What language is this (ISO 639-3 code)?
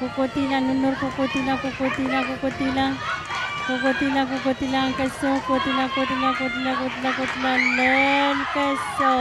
pon